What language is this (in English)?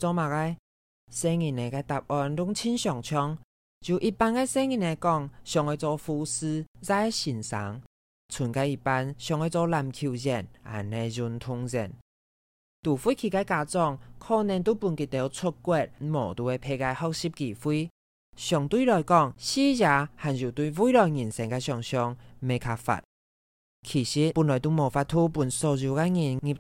Hakka Chinese